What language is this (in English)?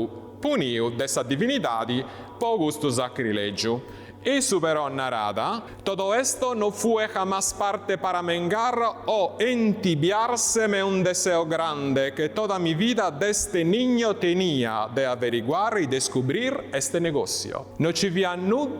Sardinian